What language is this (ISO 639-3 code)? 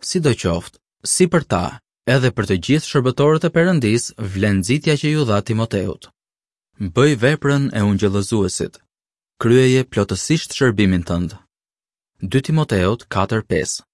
sqi